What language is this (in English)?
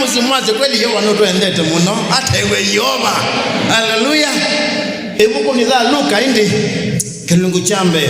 Kamba